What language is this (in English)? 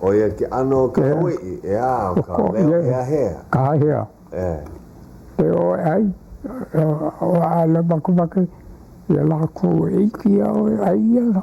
Hawaiian